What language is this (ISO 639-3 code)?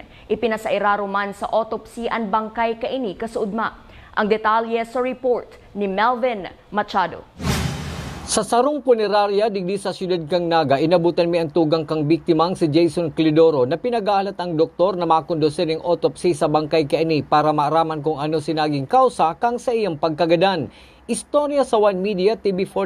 bik